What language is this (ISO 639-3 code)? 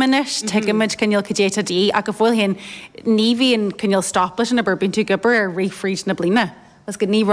gle